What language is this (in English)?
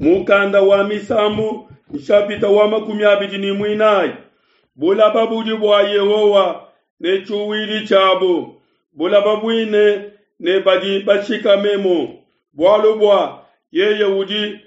Luba-Lulua